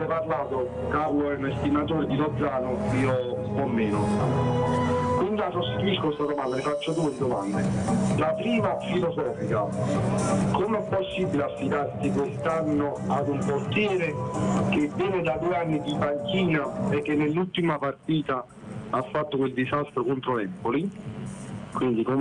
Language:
Italian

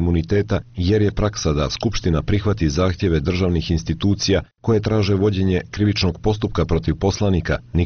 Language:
Serbian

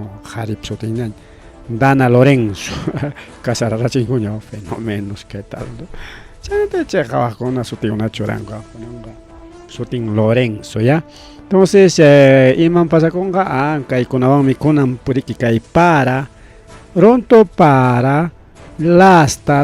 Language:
Ayacucho Quechua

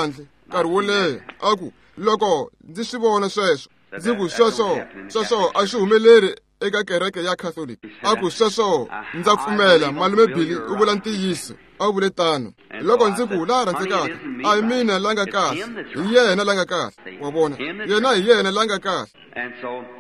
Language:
Tsonga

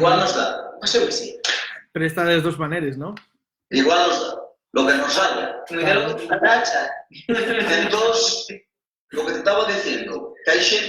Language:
Asturian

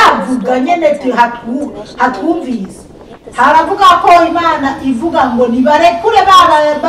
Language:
Rundi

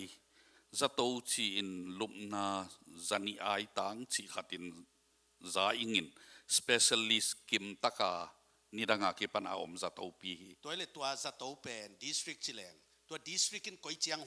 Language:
Tedim Chin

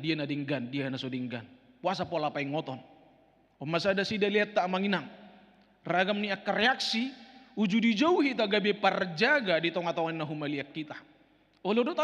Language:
Batak Toba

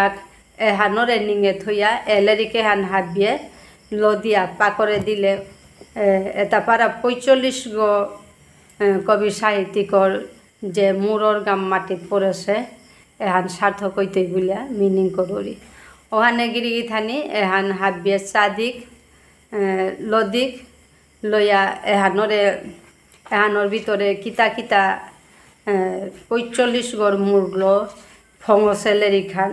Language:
Bishnupriya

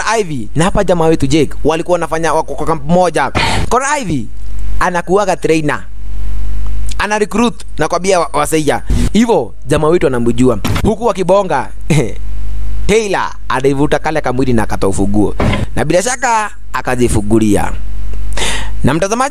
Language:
Swahili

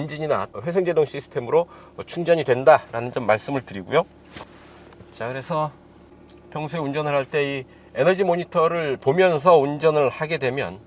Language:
Korean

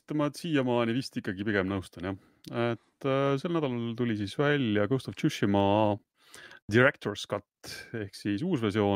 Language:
Estonian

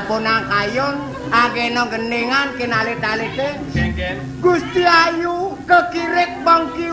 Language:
Balinese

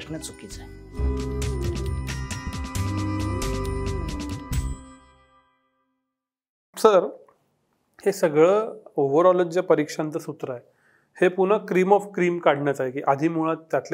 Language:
Marathi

